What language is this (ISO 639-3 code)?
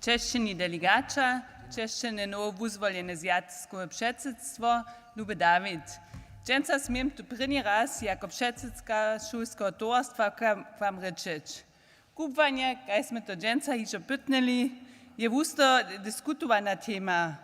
hsb